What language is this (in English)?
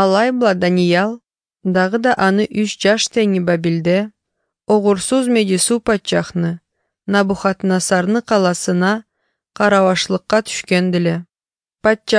Kyrgyz